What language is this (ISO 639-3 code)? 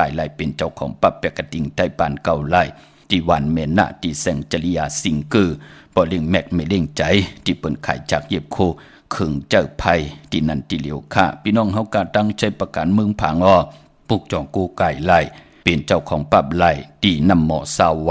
shn